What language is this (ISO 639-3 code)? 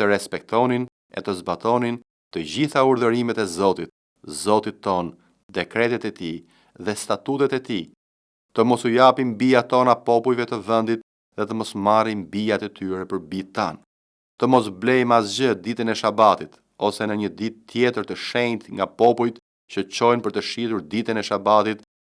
sqi